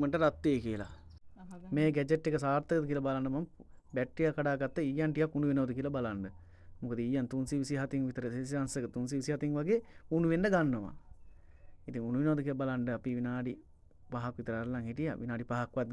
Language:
Sinhala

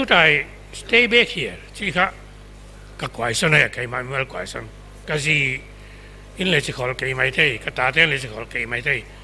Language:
Paite Chin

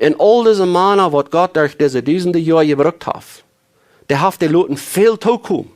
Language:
Plautdietsch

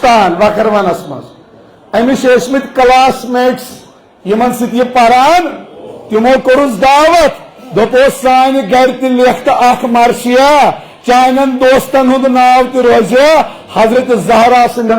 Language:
Kashmiri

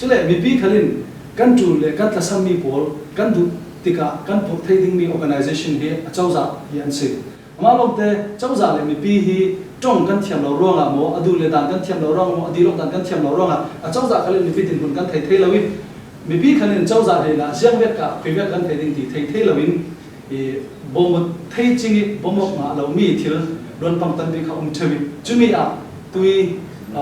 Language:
Falam Chin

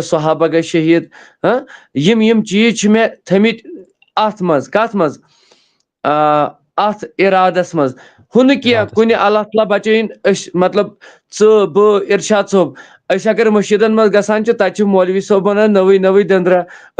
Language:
Kashmiri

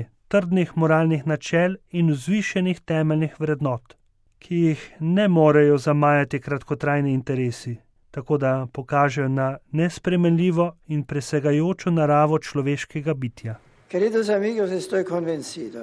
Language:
Slovenian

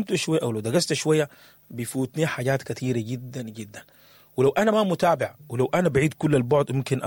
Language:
Sudanese Arabic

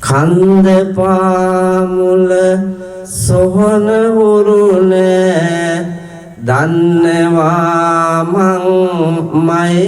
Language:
Sinhala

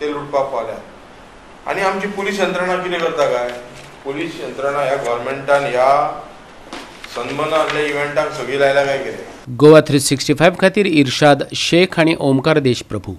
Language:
Konkani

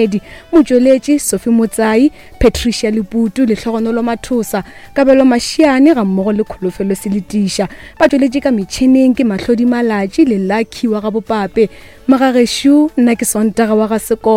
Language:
Northern Sotho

